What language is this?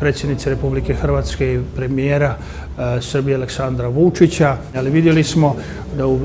Croatian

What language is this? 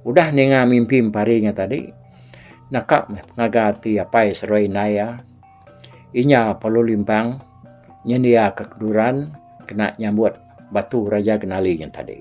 Iban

